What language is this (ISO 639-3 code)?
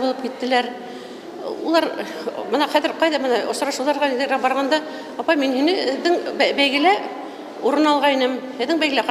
bak